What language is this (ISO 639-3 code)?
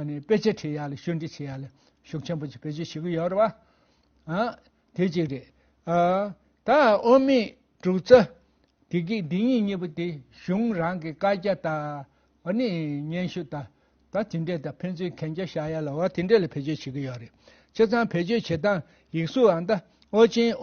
bod